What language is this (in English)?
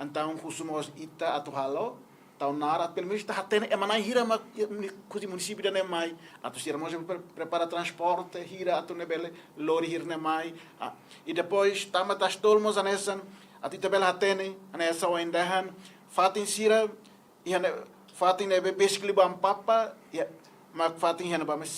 Tetum